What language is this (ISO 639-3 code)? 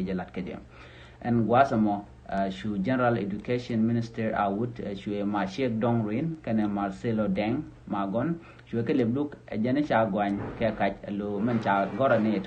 nus